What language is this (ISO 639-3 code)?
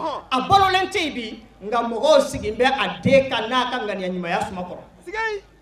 bam